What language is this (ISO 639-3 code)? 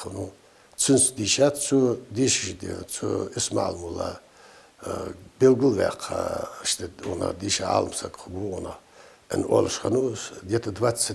inh